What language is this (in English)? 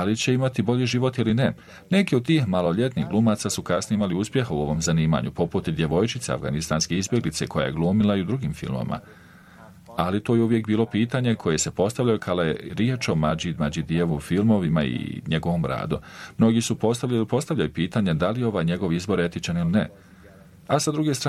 Bosnian